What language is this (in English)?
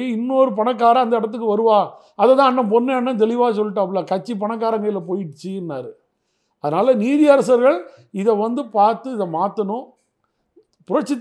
Tamil